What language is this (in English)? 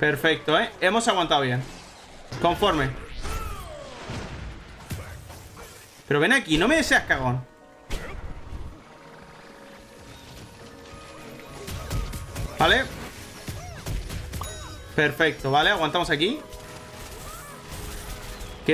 Spanish